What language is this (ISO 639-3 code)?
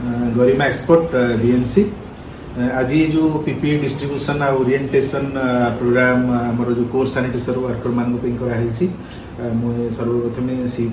ori